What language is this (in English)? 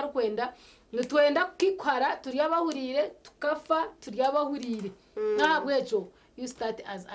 Nyankole